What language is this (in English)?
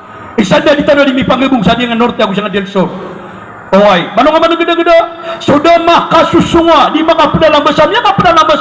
Maranao